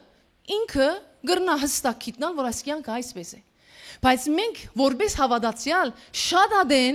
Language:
Western Armenian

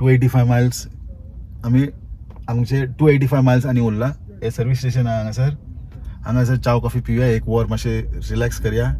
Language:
Konkani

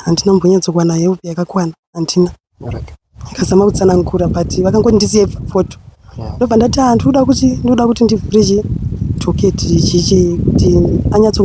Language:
Shona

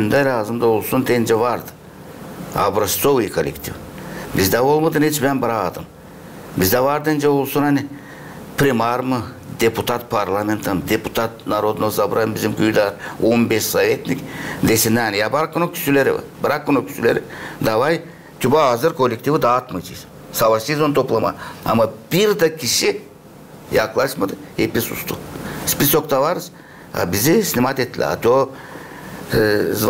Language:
Gagauz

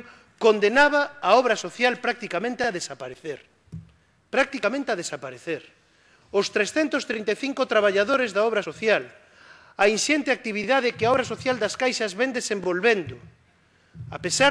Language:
Galician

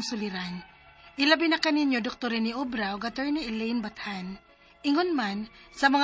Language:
Cebuano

